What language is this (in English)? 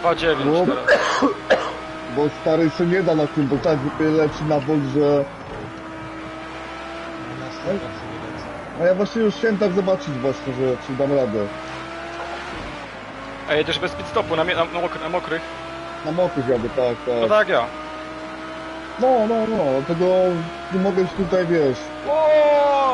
Polish